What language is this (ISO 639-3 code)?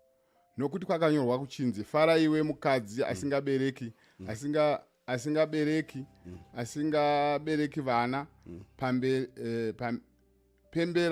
sna